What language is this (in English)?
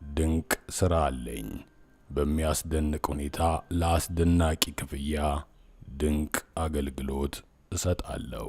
Amharic